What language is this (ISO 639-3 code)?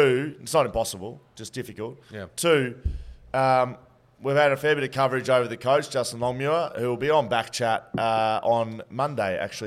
eng